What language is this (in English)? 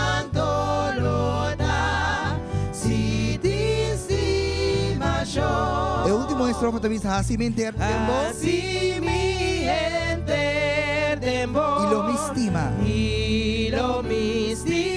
Papiamento